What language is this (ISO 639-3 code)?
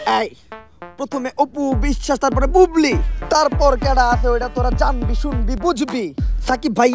ben